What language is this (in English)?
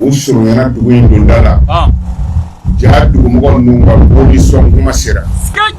Bambara